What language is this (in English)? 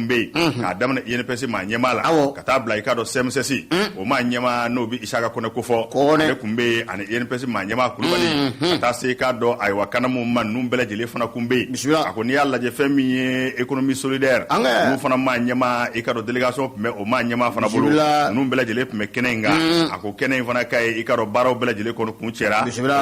Bambara